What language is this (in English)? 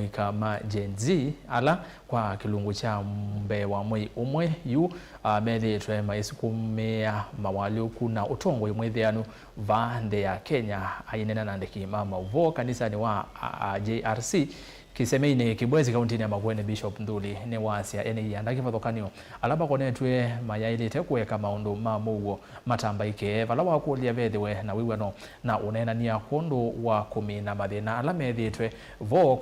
Kamba